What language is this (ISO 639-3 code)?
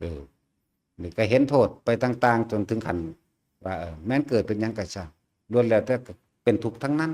tts